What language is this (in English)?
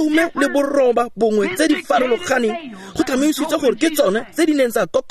Tswana